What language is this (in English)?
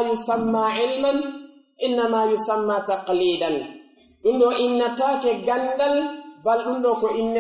Pular